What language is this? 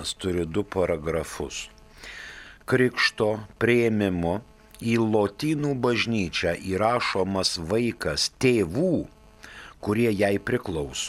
Lithuanian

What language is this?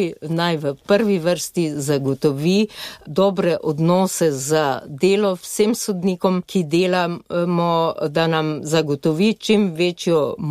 Slovenian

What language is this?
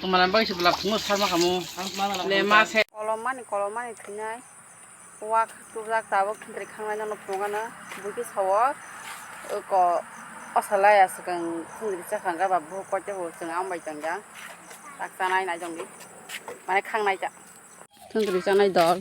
Kok Borok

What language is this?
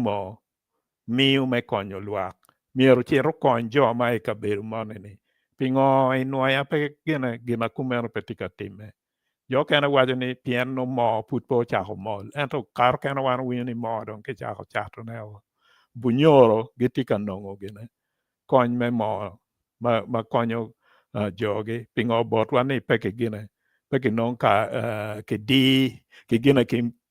Acoli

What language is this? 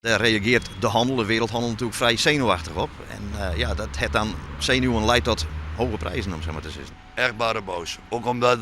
Western Frisian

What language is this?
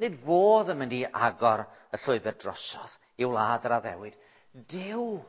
Welsh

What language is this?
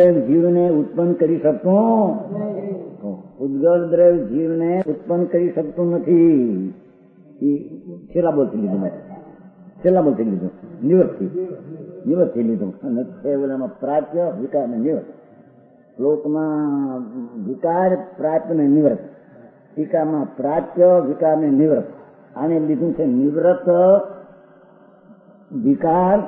Gujarati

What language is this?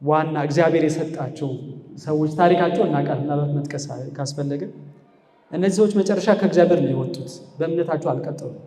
Amharic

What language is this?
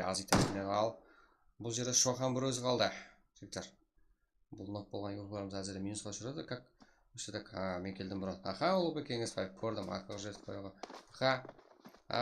Kara-Kalpak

